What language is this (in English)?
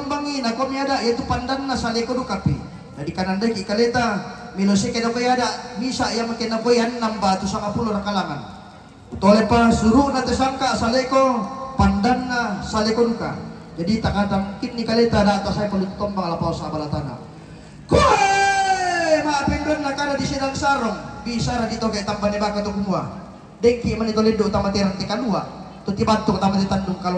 Toraja-Sa'dan